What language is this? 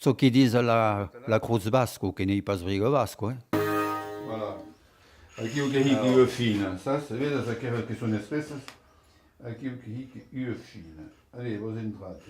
Occitan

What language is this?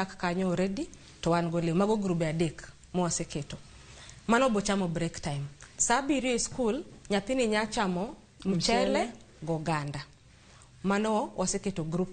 Luo (Kenya and Tanzania)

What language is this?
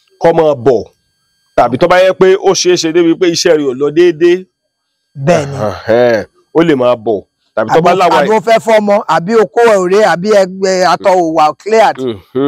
Yoruba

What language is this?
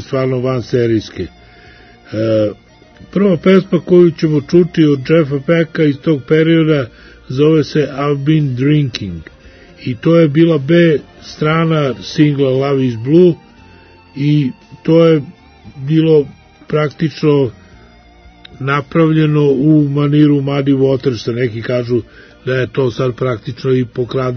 Serbian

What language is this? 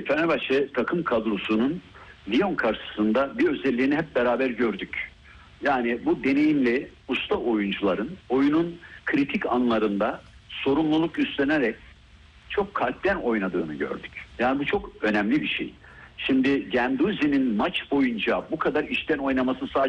Turkish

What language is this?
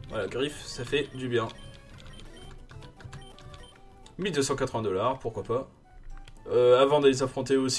French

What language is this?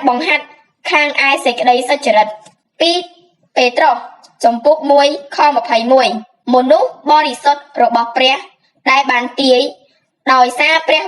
Khmer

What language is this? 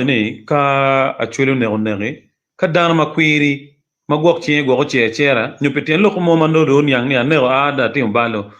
Acoli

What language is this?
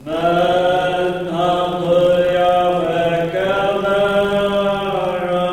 Faroese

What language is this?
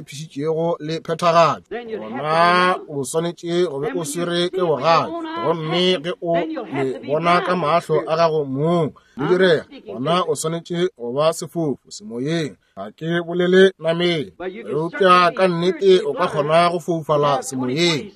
Northern Sotho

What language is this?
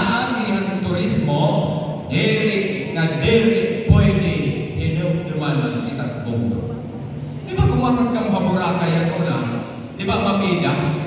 Waray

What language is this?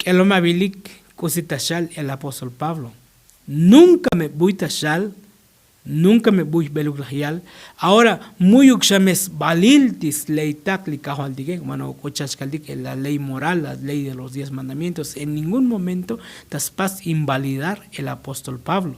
Tzotzil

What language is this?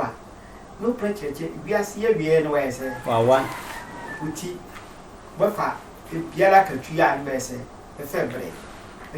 Sehwi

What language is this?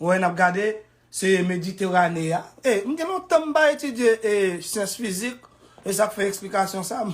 Haitian Creole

